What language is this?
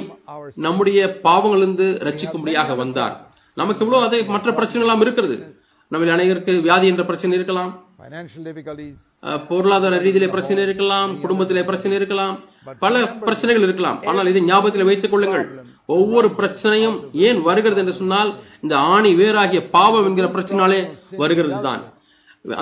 Tamil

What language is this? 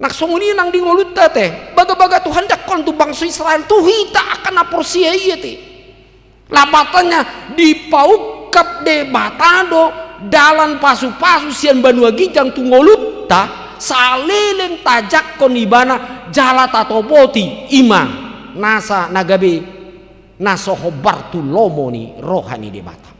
Batak Toba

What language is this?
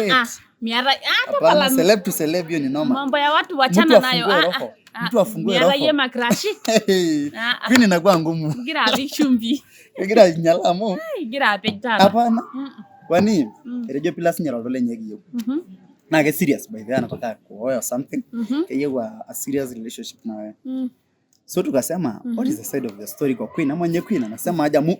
Masai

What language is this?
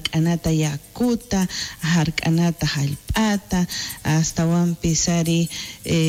South Bolivian Quechua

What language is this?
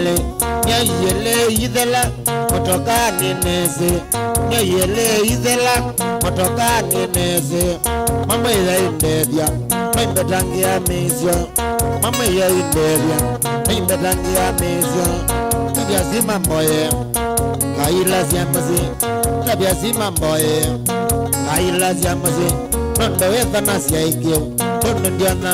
Kamba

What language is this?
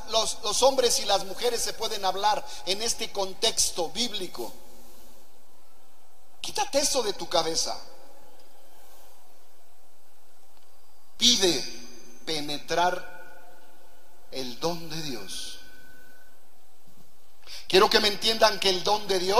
Spanish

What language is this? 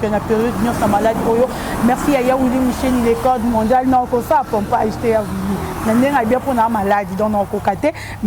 Lingala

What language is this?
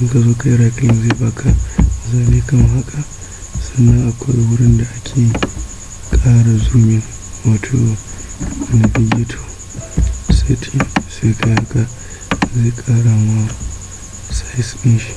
Hausa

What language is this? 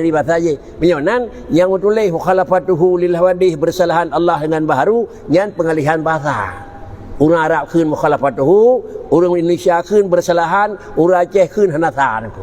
Achinese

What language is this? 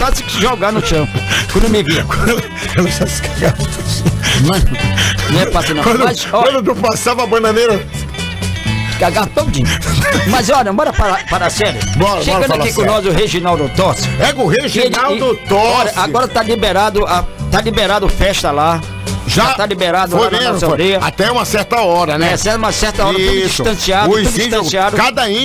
Portuguese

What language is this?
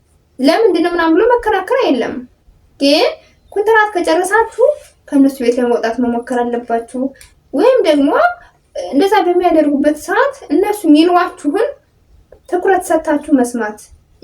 Amharic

